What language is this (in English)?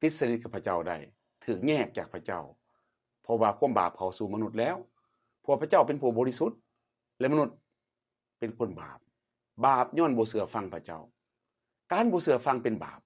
Lao